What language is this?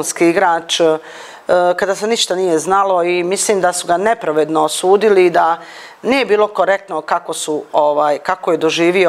Bosnian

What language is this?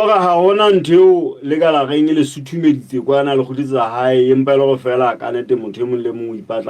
Southern Sotho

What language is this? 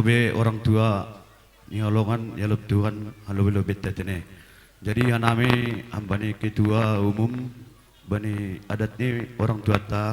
Batak Simalungun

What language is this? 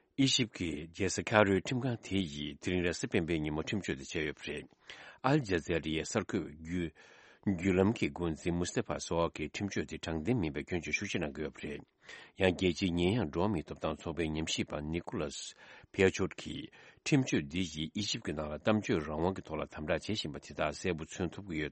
Tibetan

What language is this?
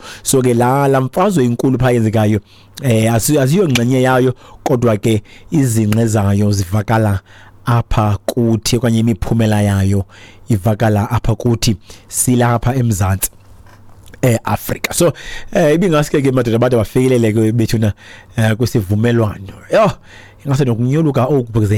Xhosa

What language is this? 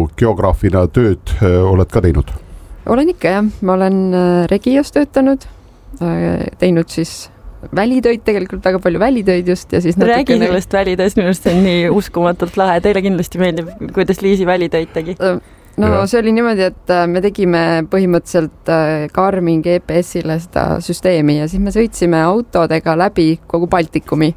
Estonian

